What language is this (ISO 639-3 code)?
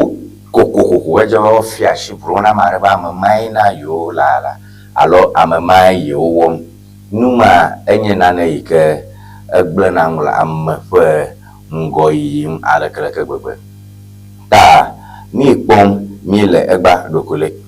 ewe